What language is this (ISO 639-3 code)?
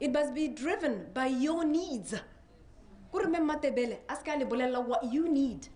tsn